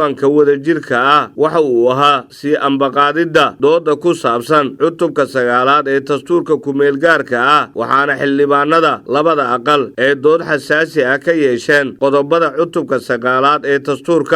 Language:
Somali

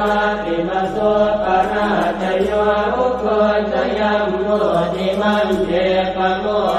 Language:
Pali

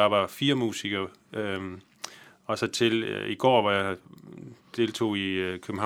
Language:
Danish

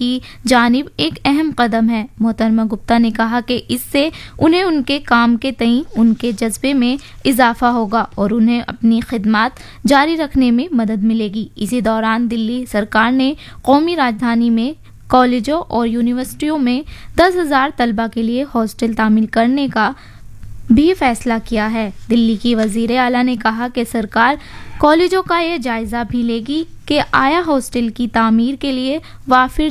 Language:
Urdu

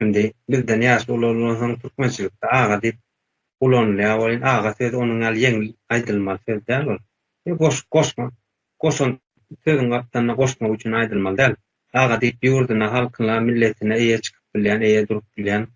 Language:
Turkmen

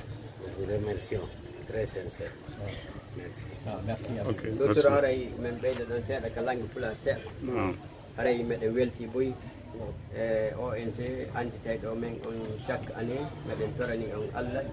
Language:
Pular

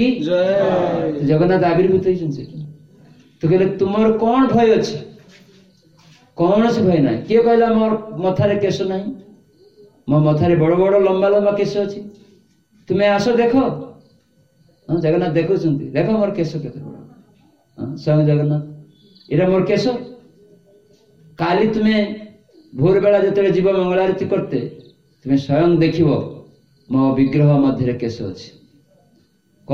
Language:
Odia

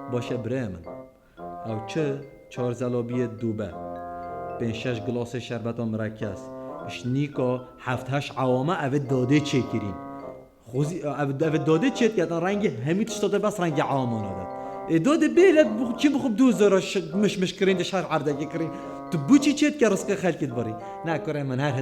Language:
Kurdish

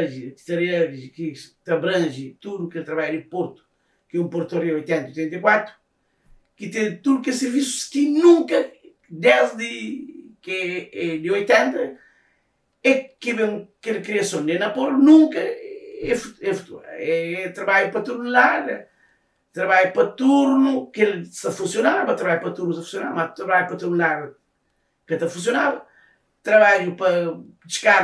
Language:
Kabuverdianu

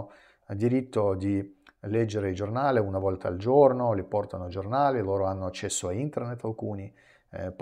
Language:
Italian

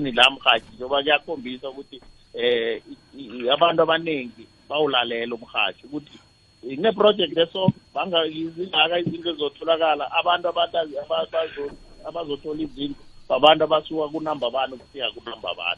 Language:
South Ndebele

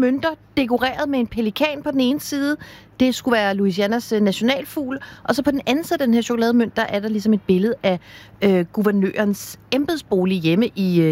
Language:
Danish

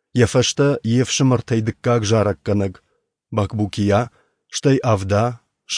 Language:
Ossetic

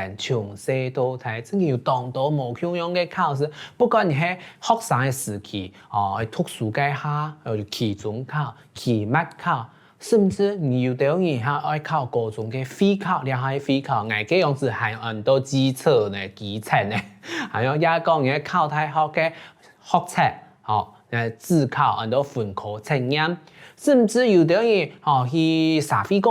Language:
Hakka Chinese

